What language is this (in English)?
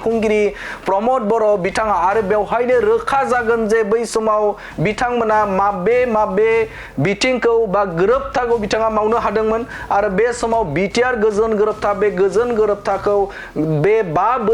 Bodo